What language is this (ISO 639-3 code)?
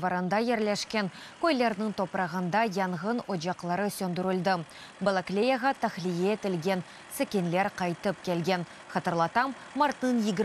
crh